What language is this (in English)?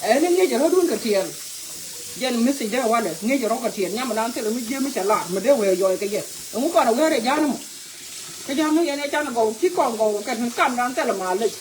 Nuer